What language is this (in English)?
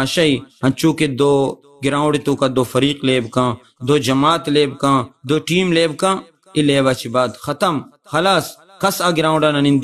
Baluchi